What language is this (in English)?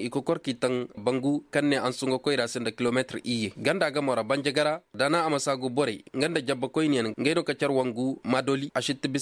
Koyraboro Senni